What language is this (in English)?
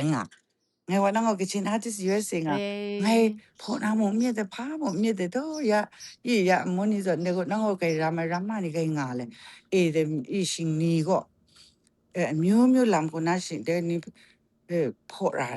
Kachin